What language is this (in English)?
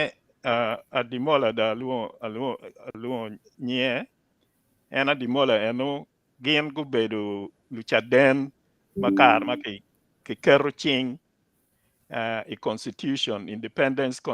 Acoli